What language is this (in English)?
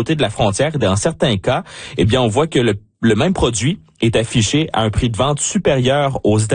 French